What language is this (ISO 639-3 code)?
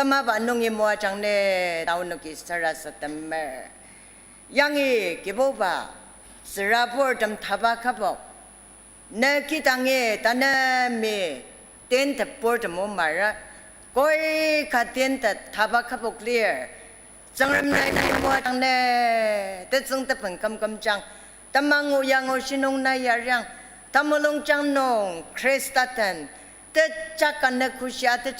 njo